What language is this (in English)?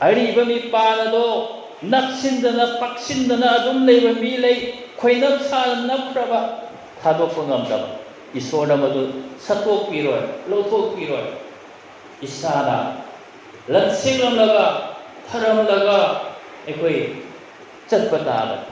Manipuri